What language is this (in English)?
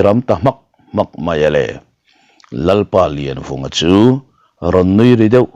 Mizo